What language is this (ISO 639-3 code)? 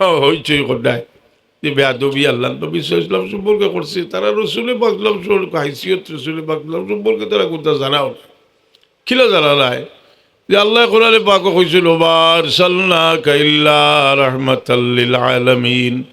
syl